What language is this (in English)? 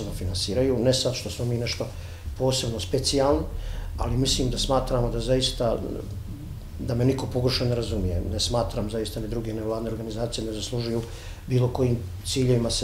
Bosnian